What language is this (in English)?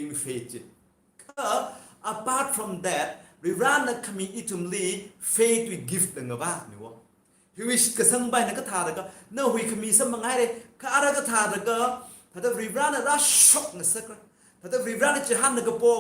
Tangkhul Naga (India)